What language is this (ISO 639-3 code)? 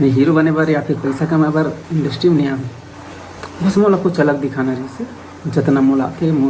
hne